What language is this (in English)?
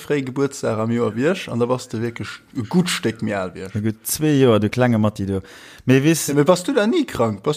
Luxembourgish